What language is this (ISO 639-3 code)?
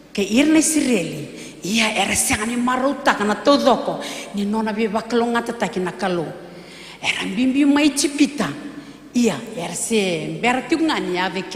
fij